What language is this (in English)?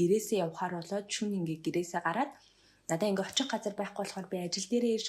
Mongolian